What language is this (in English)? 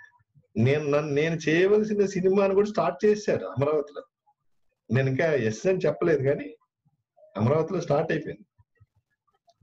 Telugu